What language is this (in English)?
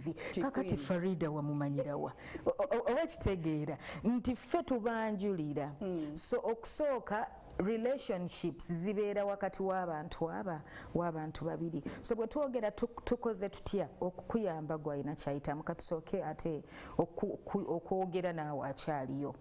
Ganda